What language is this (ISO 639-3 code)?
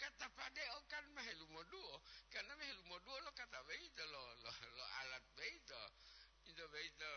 gor